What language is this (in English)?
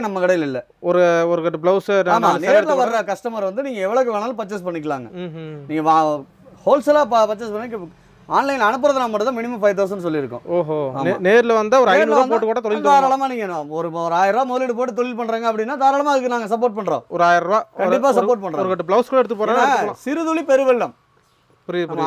Tamil